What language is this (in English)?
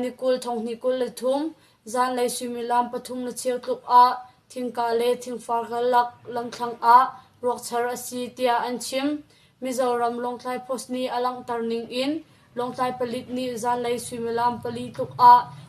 Hakha Chin